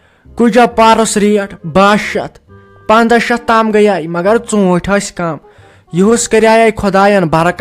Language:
Kashmiri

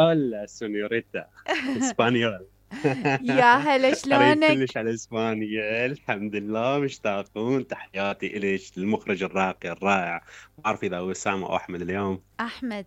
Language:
Mesopotamian Arabic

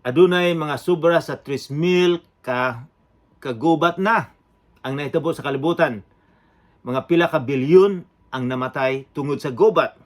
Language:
Cebuano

